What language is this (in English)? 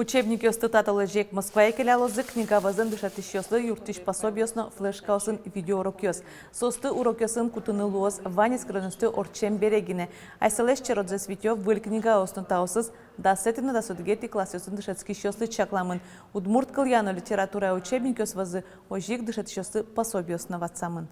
Udmurt